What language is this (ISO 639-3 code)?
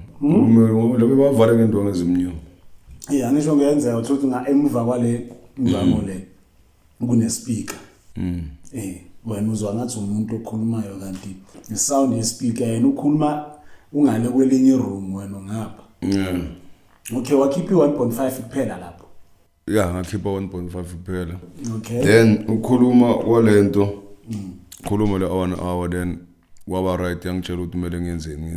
zul